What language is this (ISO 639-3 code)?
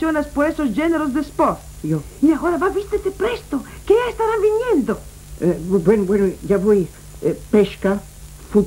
lad